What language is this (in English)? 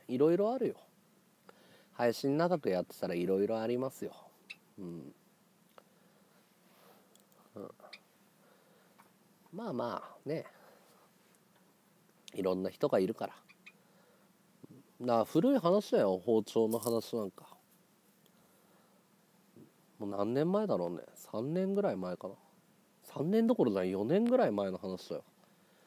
Japanese